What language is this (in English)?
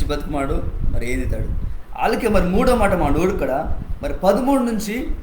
Koya